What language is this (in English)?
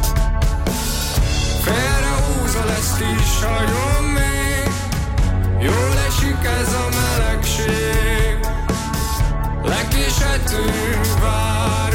Hungarian